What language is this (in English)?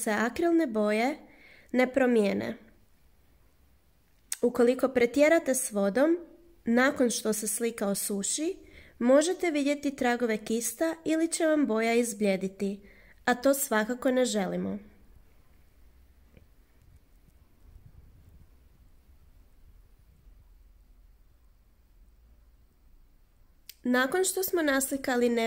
Croatian